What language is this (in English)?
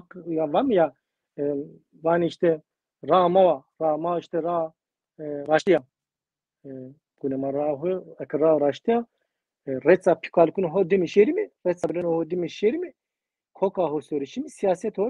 Zaza